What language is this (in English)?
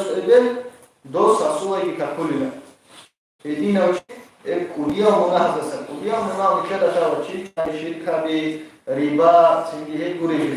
Avaric